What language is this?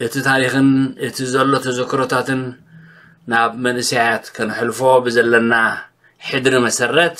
Tigrinya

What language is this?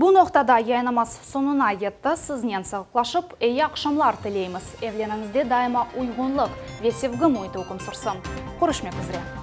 Crimean Tatar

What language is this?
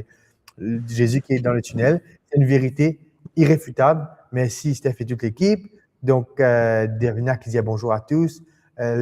Morisyen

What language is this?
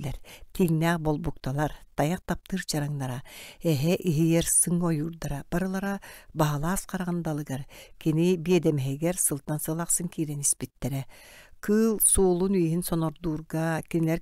Yakut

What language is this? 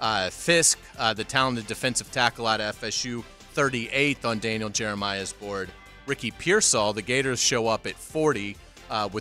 English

